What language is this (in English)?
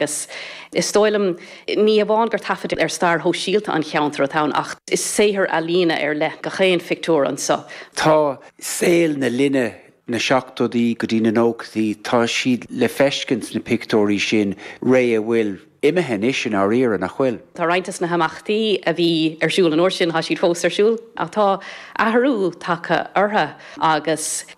Irish